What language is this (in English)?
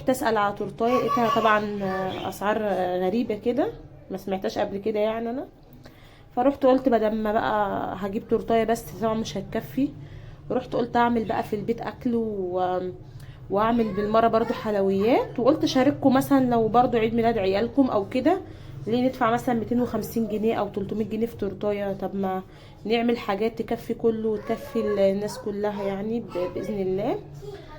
Egyptian Arabic